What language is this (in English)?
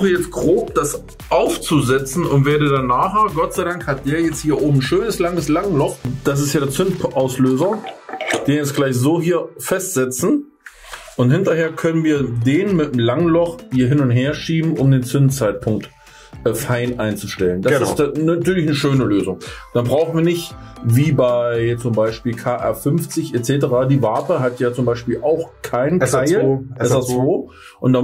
German